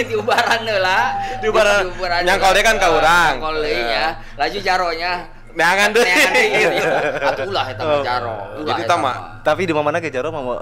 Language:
Sundanese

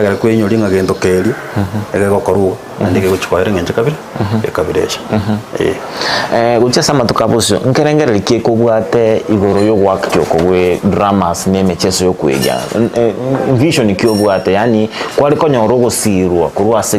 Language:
Gusii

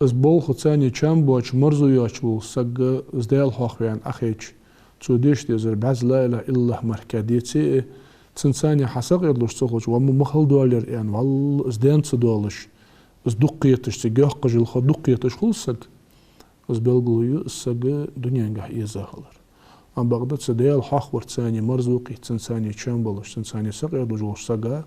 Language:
Ingush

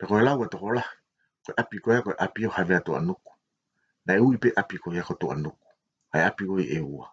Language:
Tongan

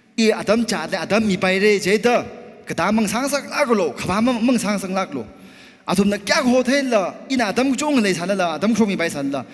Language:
Tangkhul Naga (India)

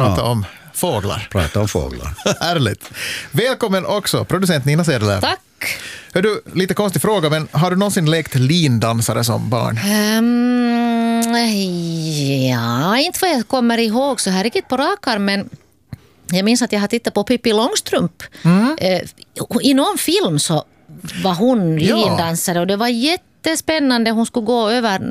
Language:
Swedish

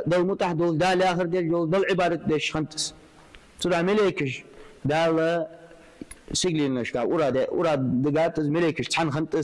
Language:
Ingush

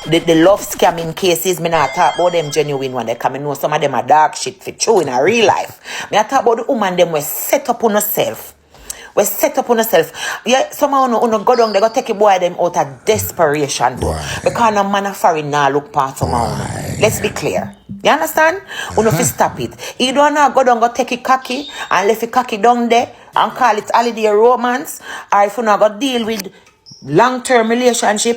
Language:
Jamaican Creole English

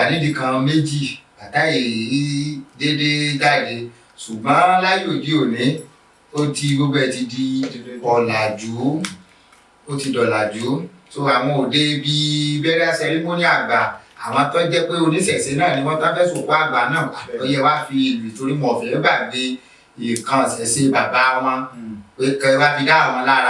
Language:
Yoruba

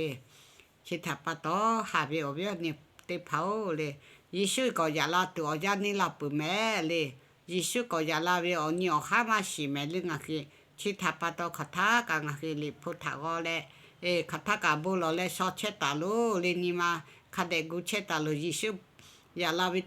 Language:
Lahu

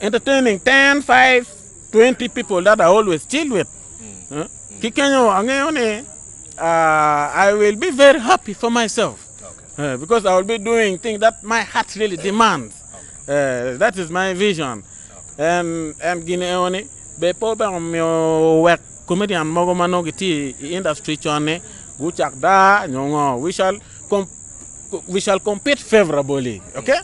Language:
Acoli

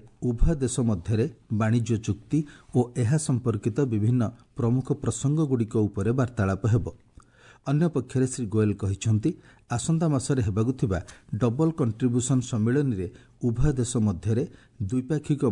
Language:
Odia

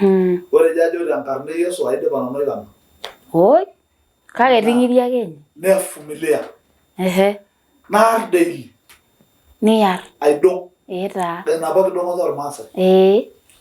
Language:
Masai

